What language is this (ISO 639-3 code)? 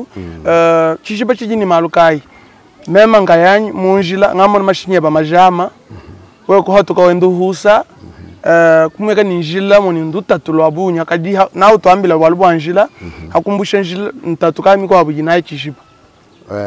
lua